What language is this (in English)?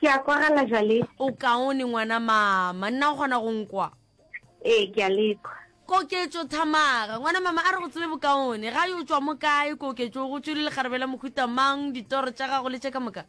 Northern Sotho